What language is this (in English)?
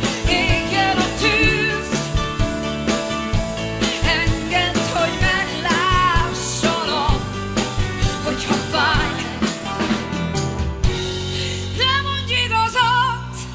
Hungarian